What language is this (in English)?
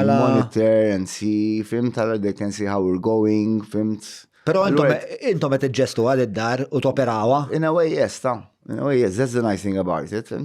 Maltese